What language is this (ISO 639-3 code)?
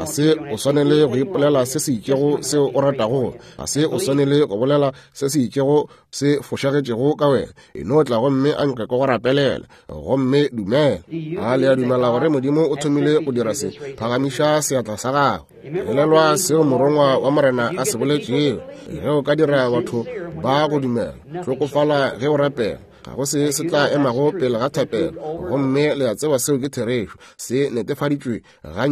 nso